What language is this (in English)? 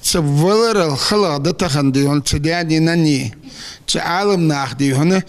Ingush